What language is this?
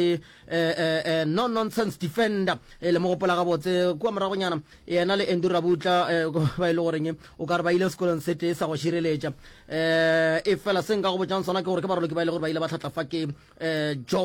Northern Sotho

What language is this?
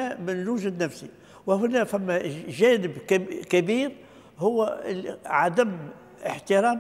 Tunisian Arabic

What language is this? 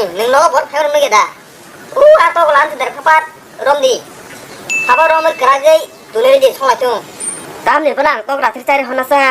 Kok Borok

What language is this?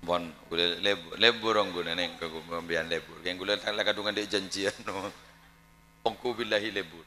Madurese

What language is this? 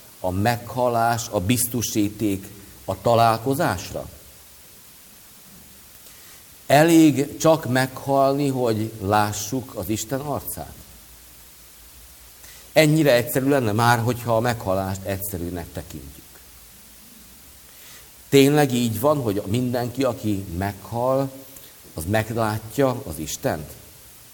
Hungarian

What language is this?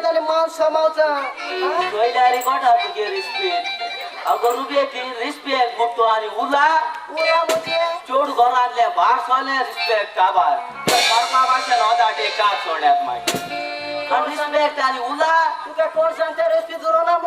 Konkani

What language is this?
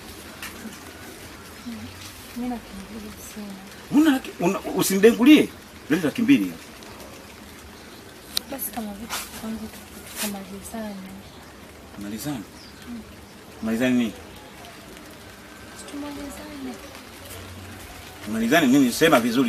Swahili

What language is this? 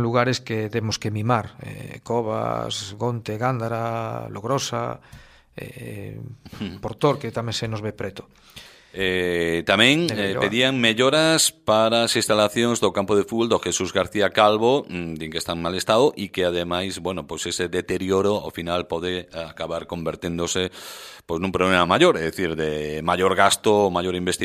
Galician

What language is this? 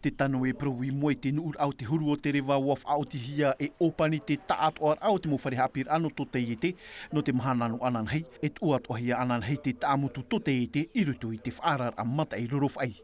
Tahitian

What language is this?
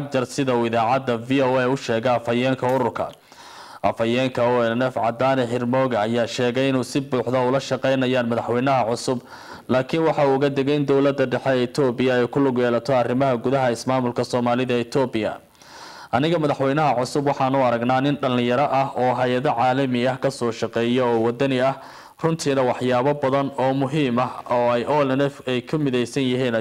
Somali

